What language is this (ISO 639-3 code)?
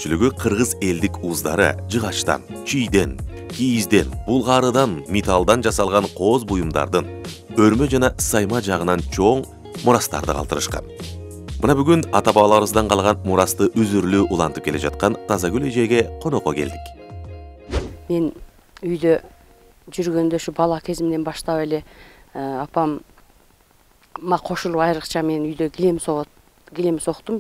kir